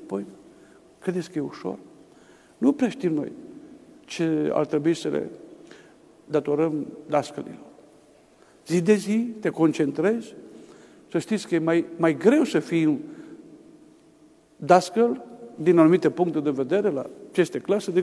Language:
Romanian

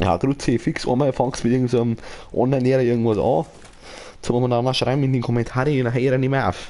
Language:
Bavarian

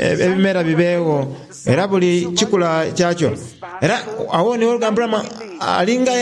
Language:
Soga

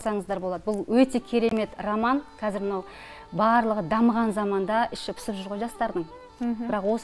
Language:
Kazakh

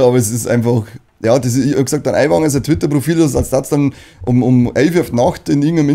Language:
Bavarian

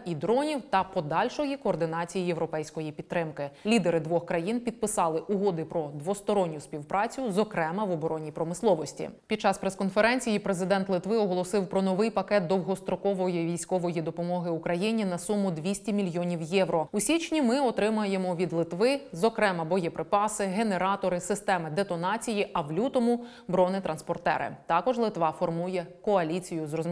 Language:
Ukrainian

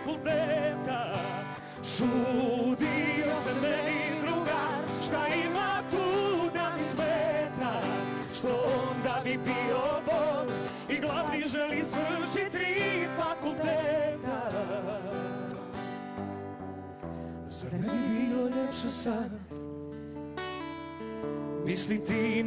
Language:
Serbian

